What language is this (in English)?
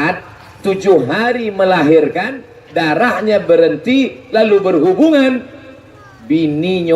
Minangkabau